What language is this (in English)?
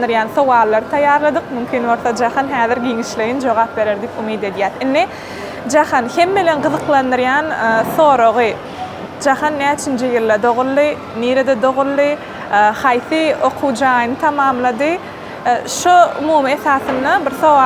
Turkmen